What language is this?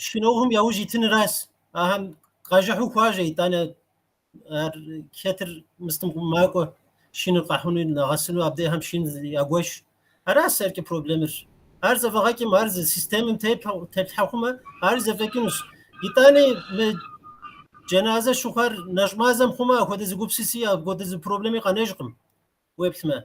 Kabardian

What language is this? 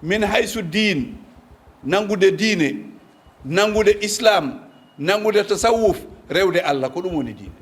Fula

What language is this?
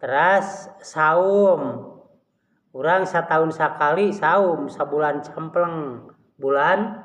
Sundanese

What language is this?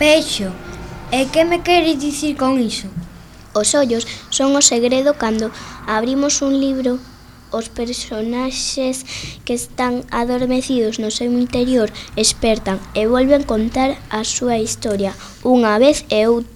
Galician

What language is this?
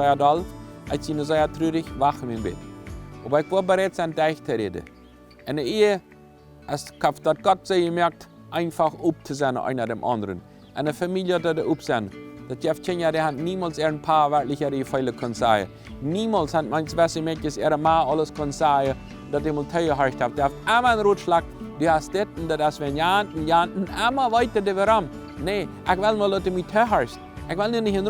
Plautdietsch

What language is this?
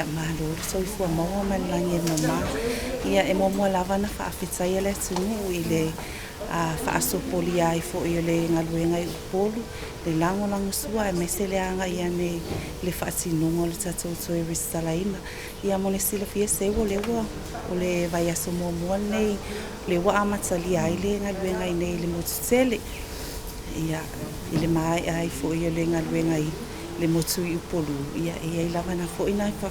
Samoan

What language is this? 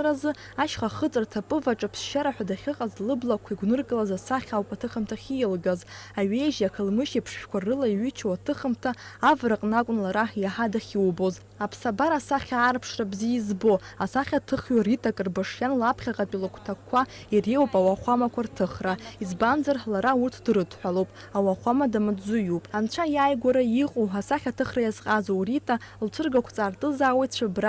Abkhazian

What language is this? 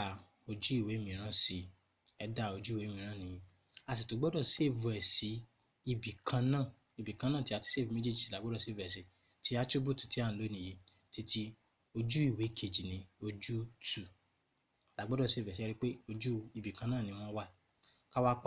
Yoruba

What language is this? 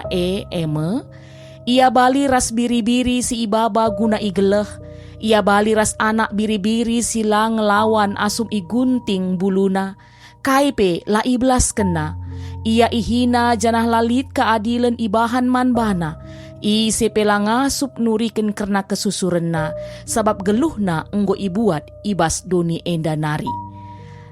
Batak Karo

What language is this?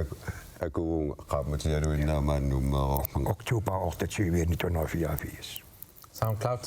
Kalaallisut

